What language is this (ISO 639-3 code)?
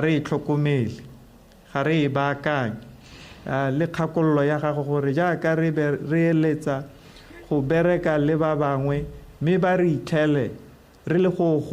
tsn